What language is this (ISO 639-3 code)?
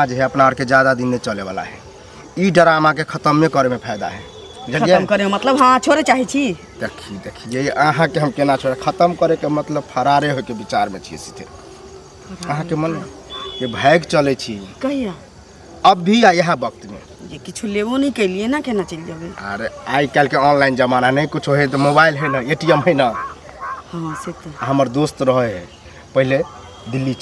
mai